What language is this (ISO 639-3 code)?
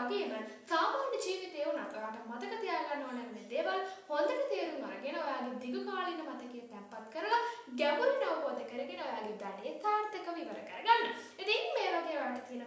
sin